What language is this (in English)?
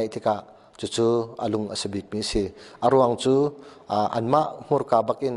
Hakha Chin